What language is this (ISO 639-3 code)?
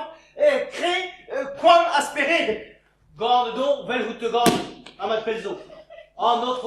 bre